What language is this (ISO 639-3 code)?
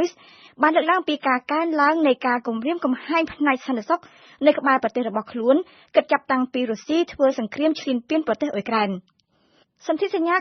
khm